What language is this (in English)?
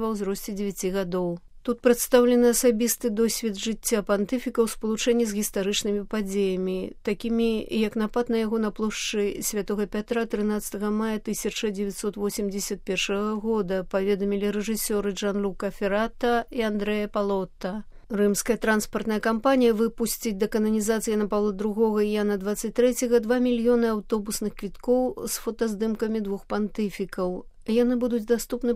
Belarusian